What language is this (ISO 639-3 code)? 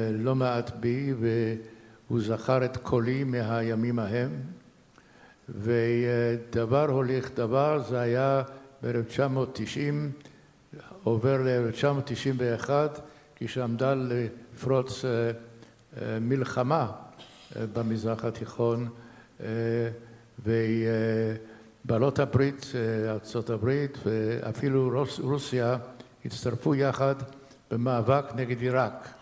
heb